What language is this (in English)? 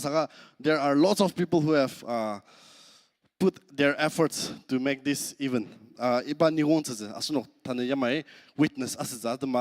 Ao Naga